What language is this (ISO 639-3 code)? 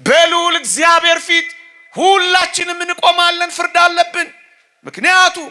amh